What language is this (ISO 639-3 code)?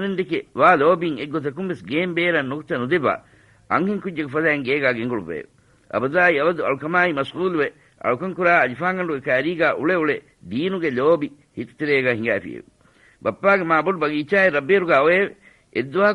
div